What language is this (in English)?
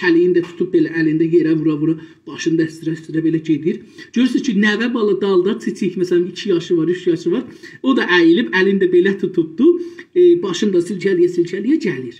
South Azerbaijani